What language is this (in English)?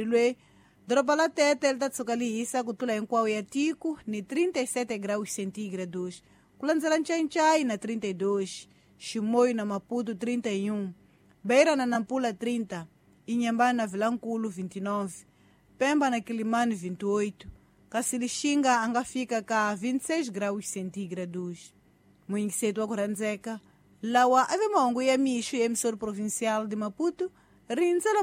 Tsonga